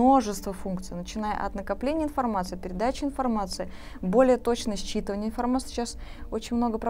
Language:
Russian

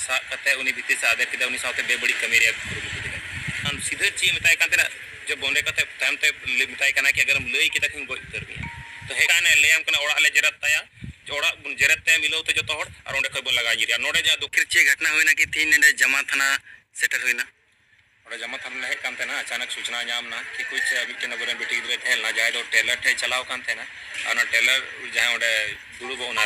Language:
Santali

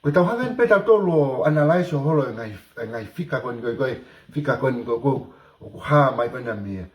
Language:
Tongan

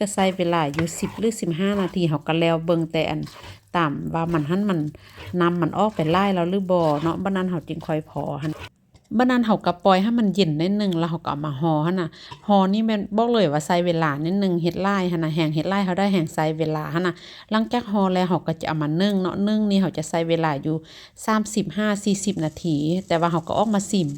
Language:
Lao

